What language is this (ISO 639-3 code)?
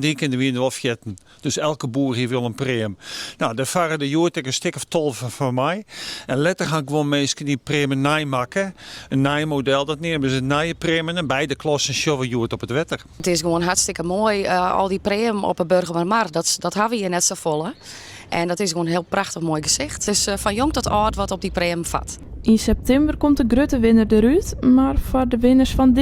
fry